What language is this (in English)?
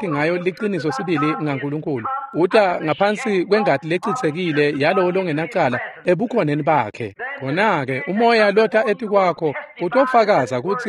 Swati